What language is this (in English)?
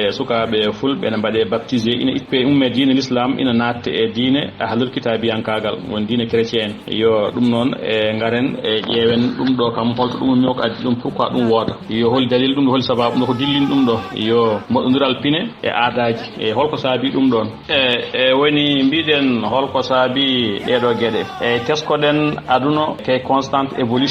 Fula